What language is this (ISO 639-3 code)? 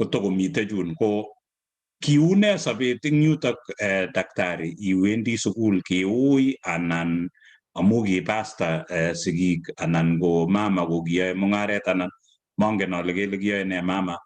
kln